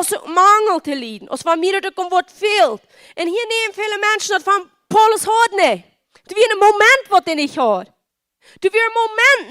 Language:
Plautdietsch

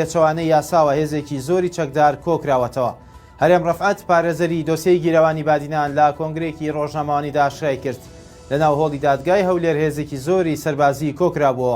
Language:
Central Kurdish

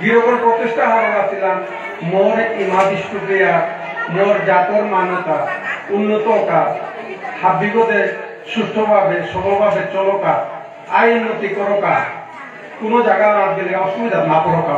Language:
Bishnupriya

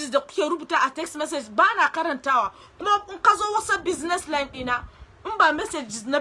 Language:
Hausa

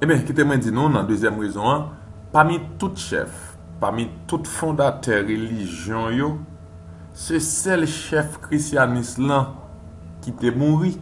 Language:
Haitian Creole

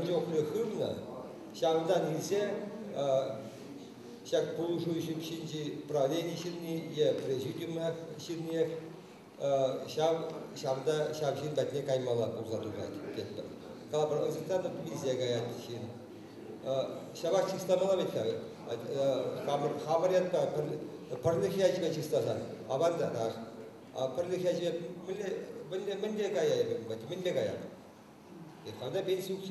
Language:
Chuvash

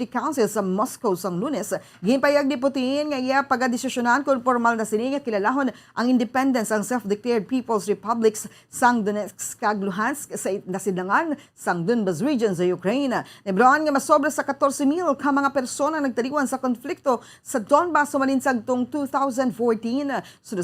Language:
Hiligaynon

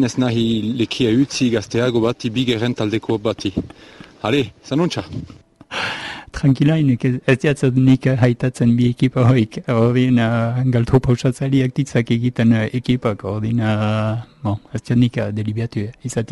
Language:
Basque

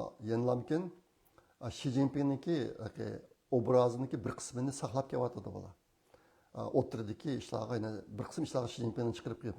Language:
Uyghur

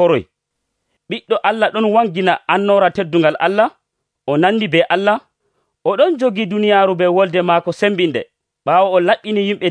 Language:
Nigerian Fulfulde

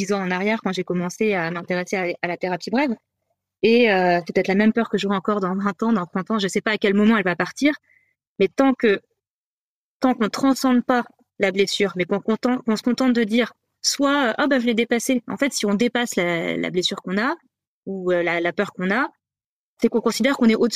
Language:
French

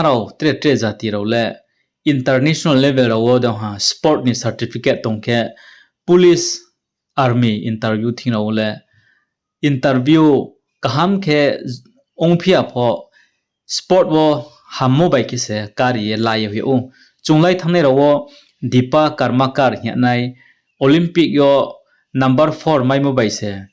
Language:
Riang (India)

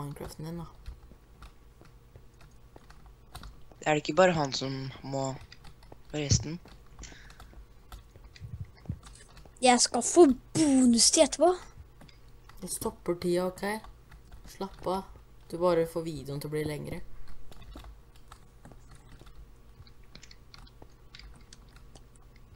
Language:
Norwegian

